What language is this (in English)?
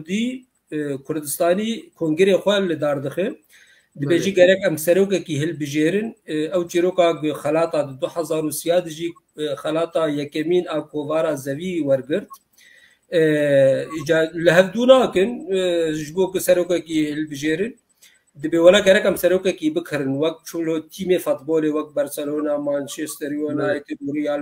Kurdish